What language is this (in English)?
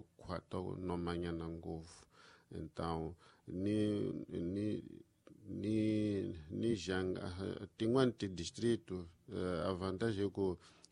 Tsonga